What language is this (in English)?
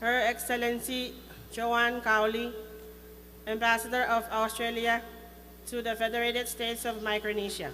Pohnpeian